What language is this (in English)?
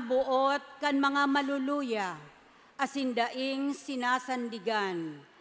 Bikol